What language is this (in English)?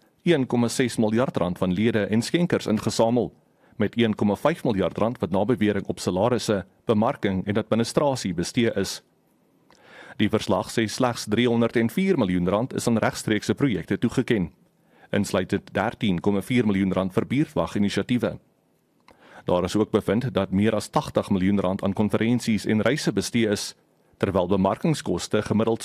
Afrikaans